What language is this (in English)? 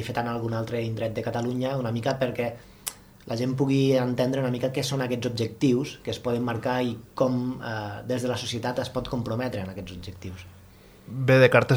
Catalan